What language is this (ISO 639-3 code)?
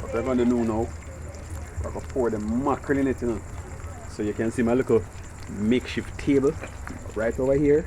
jam